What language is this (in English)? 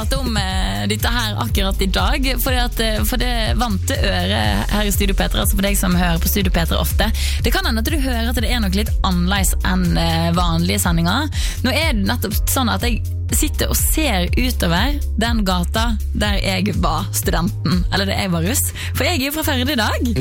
Norwegian